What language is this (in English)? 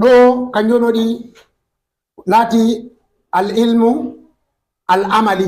Fula